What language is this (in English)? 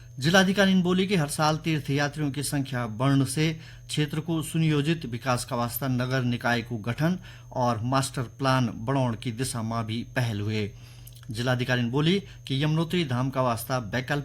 Garhwali